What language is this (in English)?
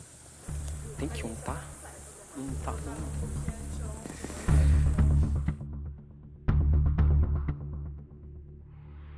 Portuguese